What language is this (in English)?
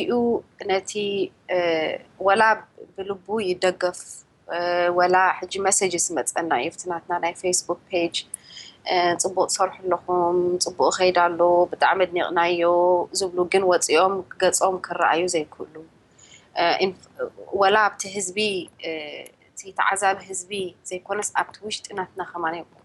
Tigrinya